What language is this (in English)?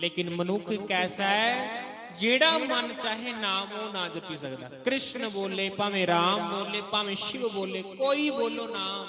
Dogri